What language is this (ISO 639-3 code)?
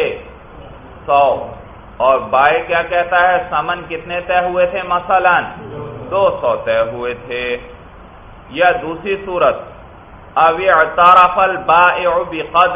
urd